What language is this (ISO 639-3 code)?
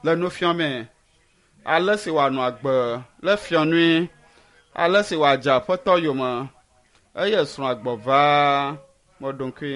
ewe